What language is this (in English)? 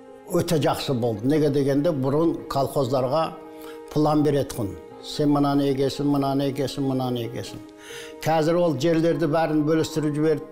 Kazakh